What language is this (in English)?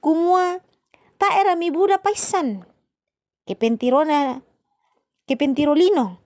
Toraja-Sa'dan